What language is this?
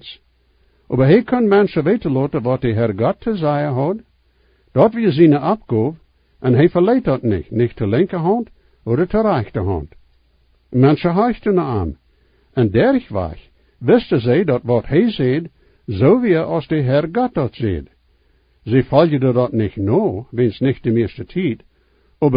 Plautdietsch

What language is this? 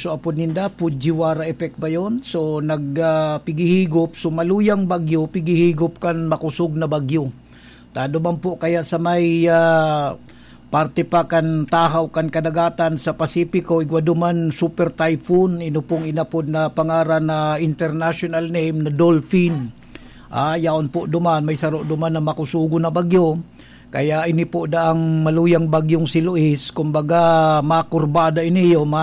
Bikol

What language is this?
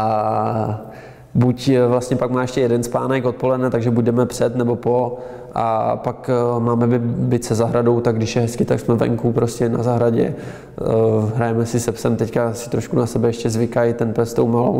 Czech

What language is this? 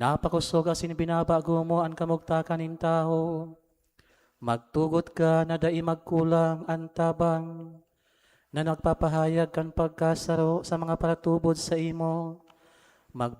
Bikol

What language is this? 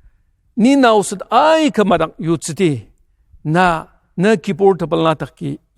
Ao Naga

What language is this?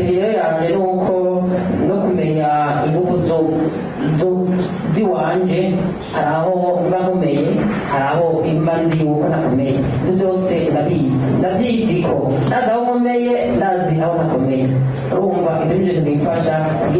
Rundi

